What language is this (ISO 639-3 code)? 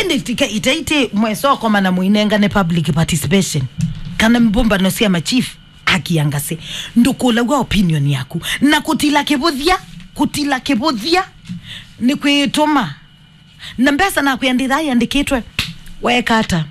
kam